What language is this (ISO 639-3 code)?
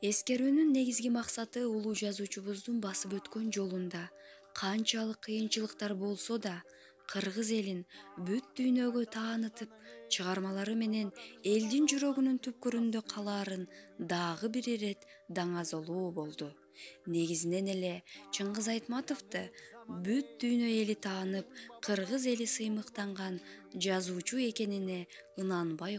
kir